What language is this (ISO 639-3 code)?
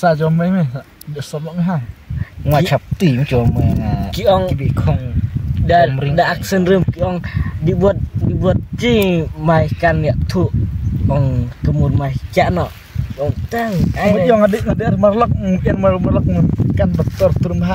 kha